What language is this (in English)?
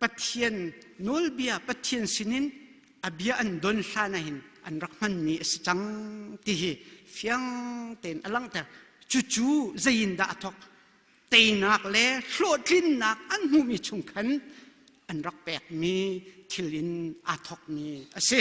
Hakha Chin